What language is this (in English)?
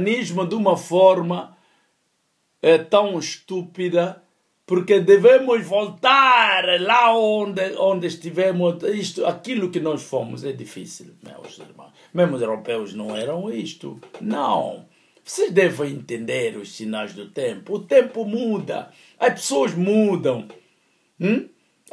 Portuguese